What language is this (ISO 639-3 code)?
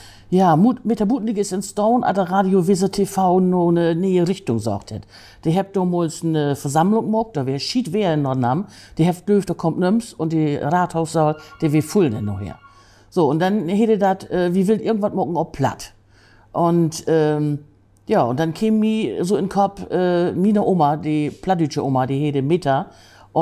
nds